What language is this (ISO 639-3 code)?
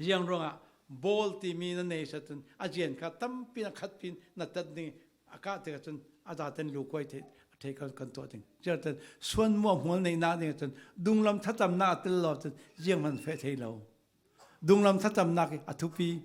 cfm